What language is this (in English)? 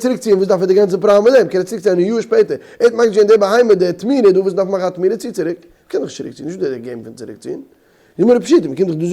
Yiddish